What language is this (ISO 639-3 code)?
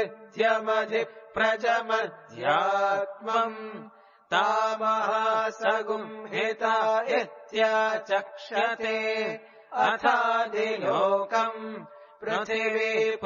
san